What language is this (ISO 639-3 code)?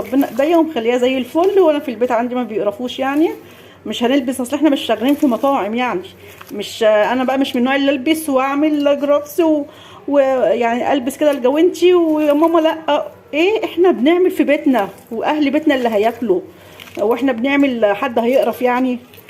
arz